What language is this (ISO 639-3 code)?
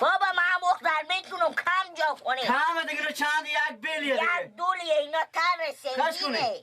fas